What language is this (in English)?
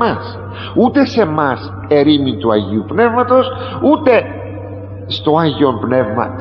Greek